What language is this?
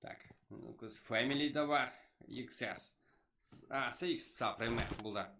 Kara-Kalpak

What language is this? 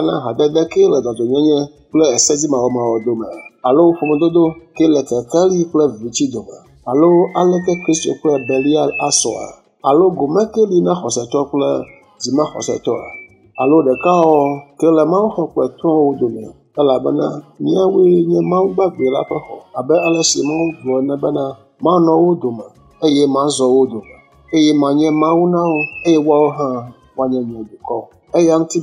Ewe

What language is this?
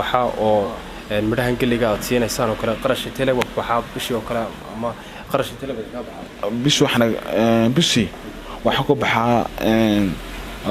Somali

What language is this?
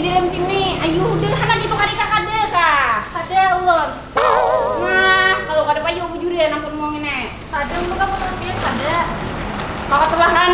Banjar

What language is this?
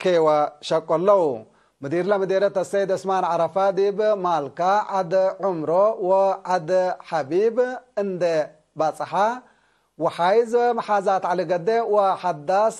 Tigre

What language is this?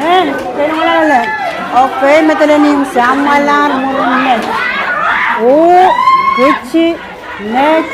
Pohnpeian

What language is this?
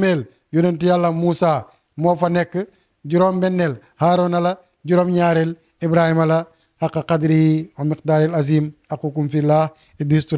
Wolof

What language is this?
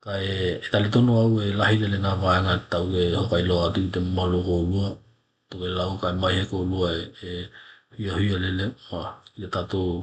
Tokelau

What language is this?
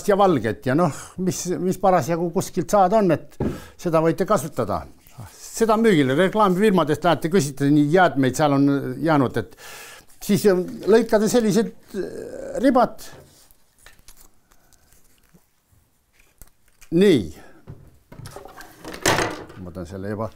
Estonian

